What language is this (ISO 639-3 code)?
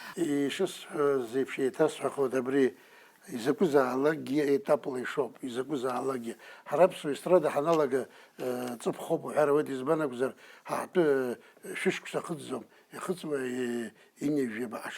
abk